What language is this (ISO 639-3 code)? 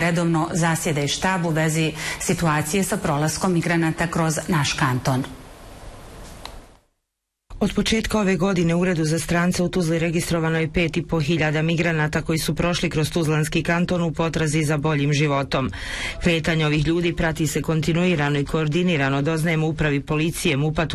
bos